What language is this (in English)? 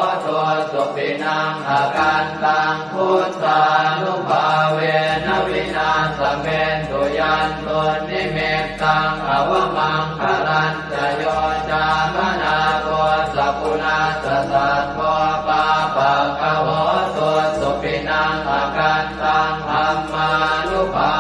Pali